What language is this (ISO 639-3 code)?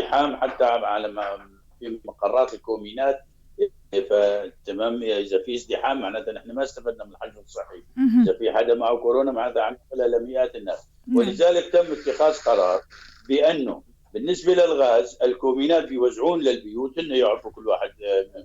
apc